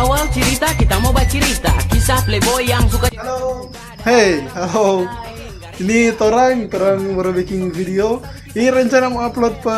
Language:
Manado Malay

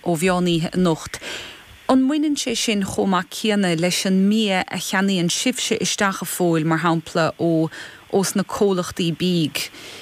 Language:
Irish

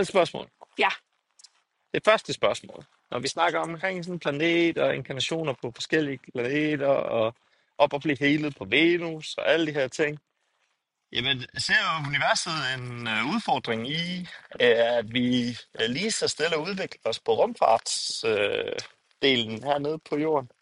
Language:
Danish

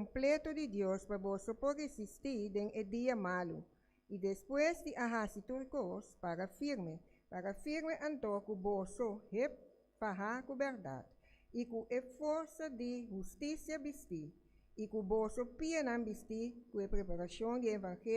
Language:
Papiamento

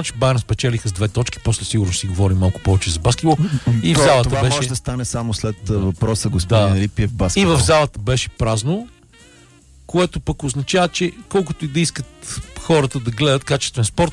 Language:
Bulgarian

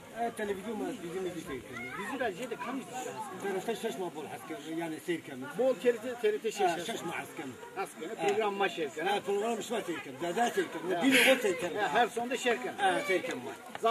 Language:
Zaza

